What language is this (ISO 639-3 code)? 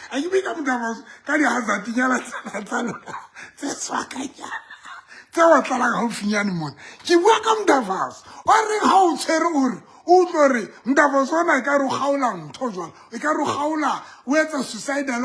sot